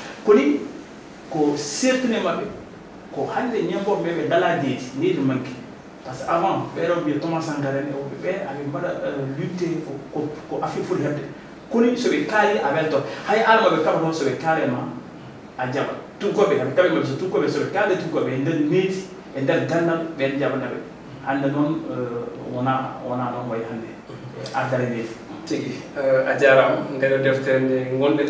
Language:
Fula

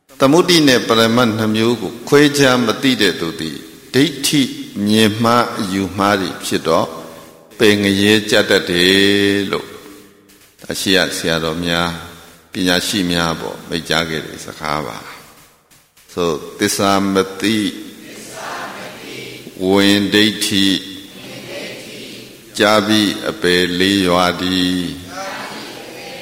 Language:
Burmese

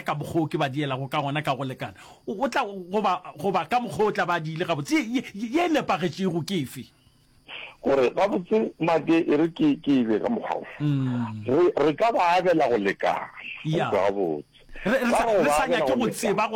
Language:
Northern Sotho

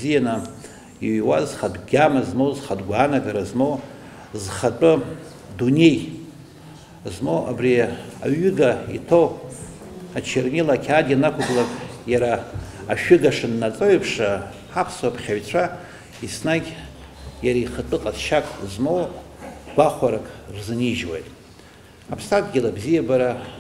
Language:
Abkhazian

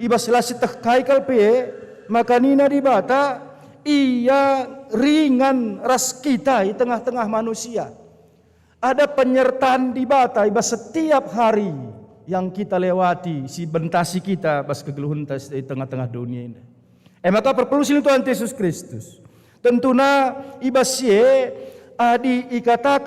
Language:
Batak Karo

